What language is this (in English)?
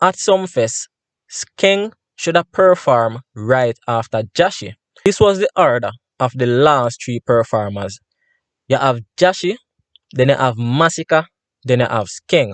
Jamaican Creole English